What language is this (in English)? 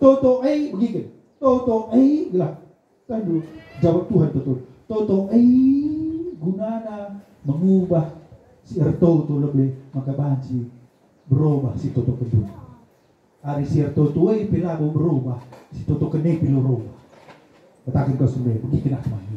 Batak Karo